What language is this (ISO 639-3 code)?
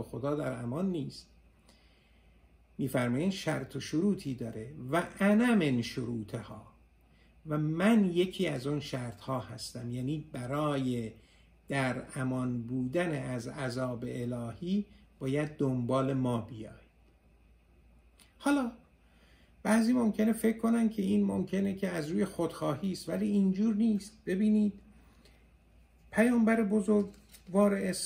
fas